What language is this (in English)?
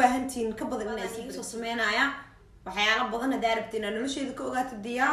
Somali